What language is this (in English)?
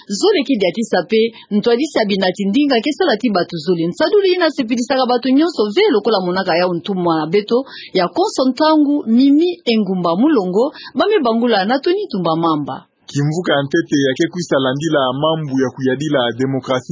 Kituba (Democratic Republic of Congo)